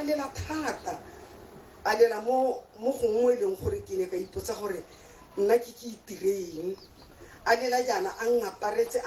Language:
Tswana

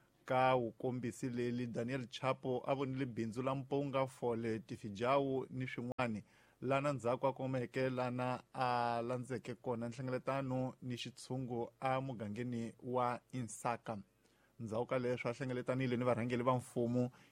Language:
Tsonga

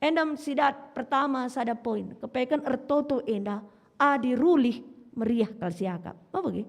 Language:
Batak Karo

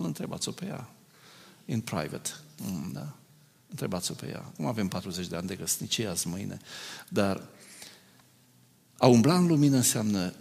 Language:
Romanian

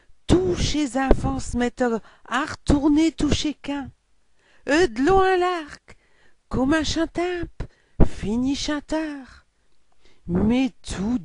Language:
Picard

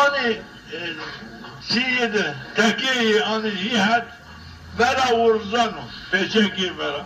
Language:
Zaza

